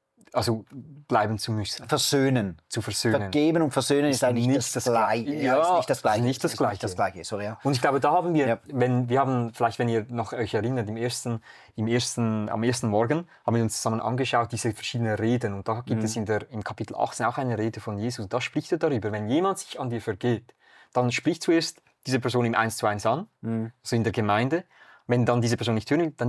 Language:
Swiss German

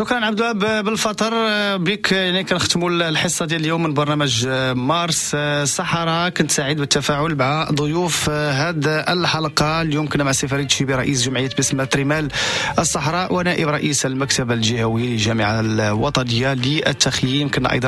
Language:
Moroccan Arabic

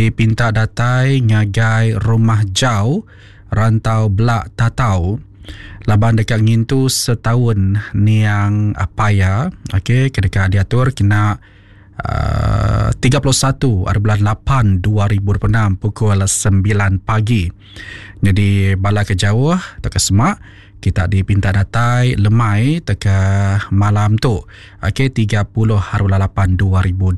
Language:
Iban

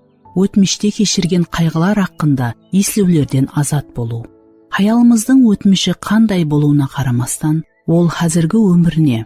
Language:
Kara-Kalpak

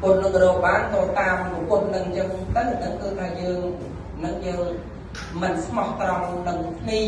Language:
Khmer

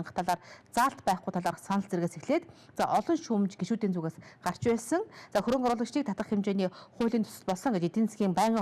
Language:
Mongolian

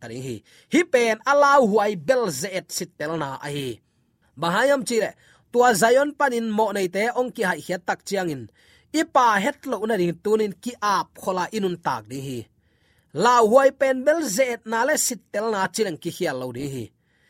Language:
Tedim Chin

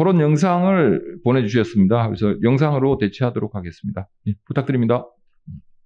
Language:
Korean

